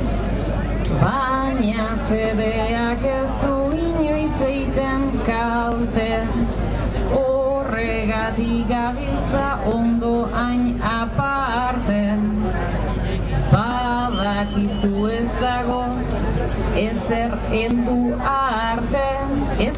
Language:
Basque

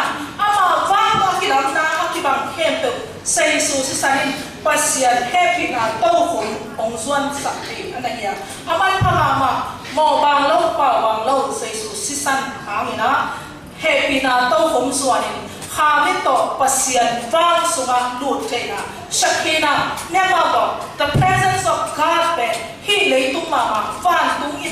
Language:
Tedim Chin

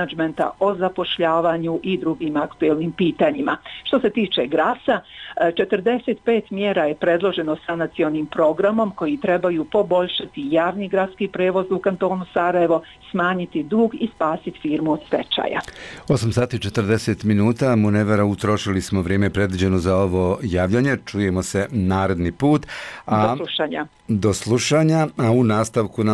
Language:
Bosnian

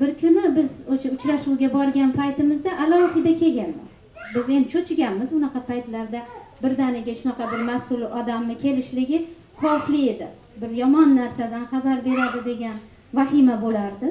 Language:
Uzbek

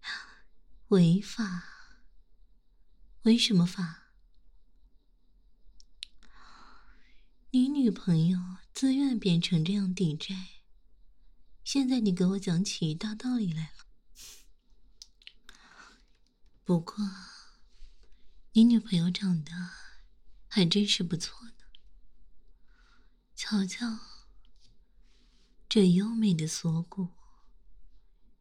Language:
Chinese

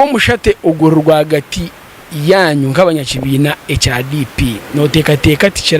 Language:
Nyankole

